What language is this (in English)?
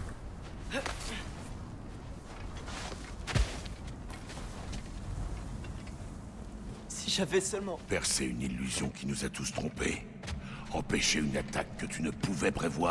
French